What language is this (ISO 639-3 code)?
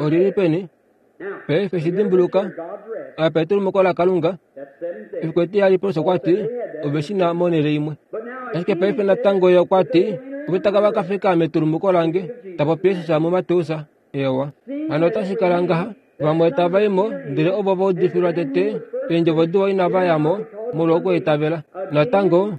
kua